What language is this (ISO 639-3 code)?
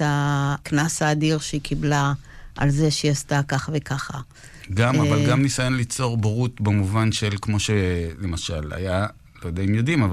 heb